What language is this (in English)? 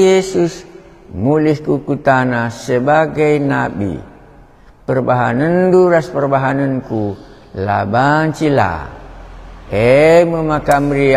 Batak Karo